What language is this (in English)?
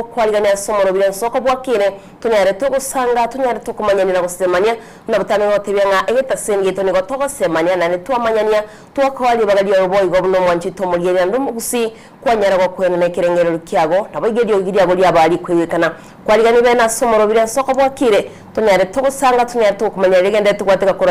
Gusii